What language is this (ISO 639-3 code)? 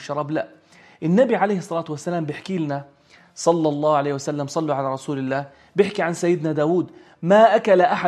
apc